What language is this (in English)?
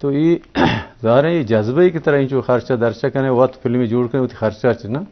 Eastern Balochi